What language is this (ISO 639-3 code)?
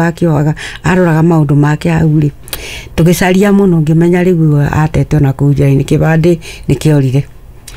kik